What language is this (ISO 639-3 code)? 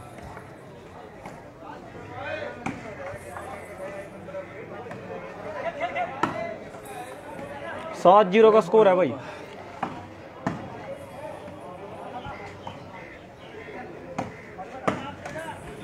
hin